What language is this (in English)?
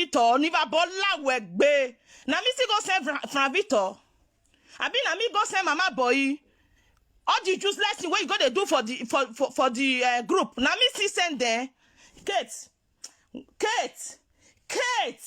Nigerian Pidgin